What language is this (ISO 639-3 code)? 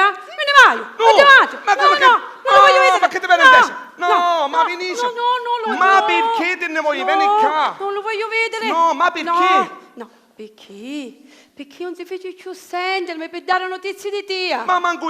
scn